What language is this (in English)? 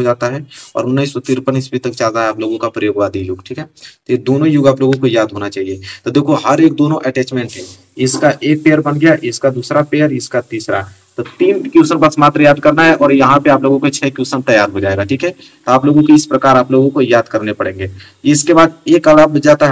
Hindi